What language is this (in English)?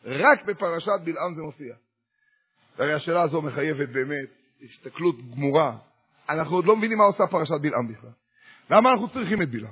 Hebrew